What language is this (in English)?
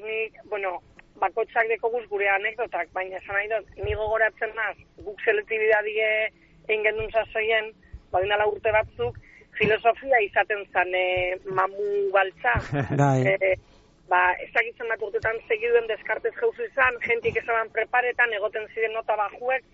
Basque